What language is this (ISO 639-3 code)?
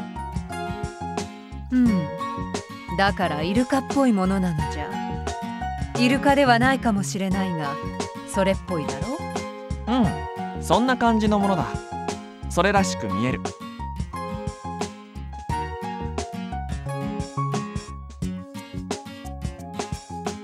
jpn